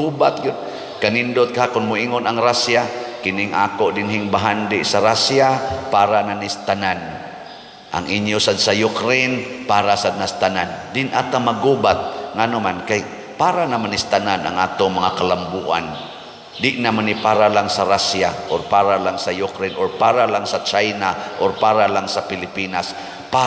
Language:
Cebuano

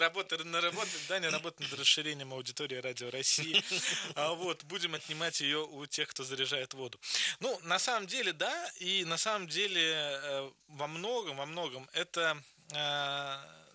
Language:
Russian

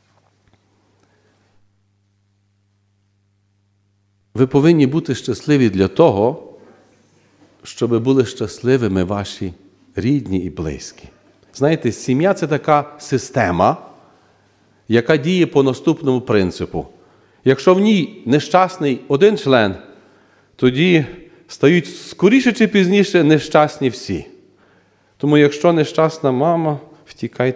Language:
Ukrainian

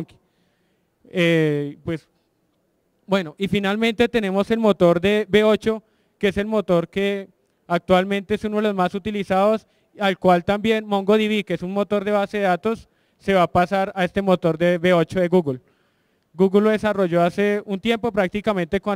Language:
Spanish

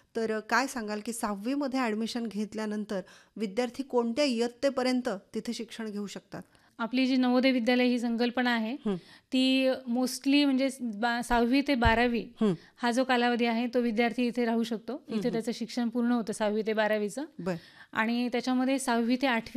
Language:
Marathi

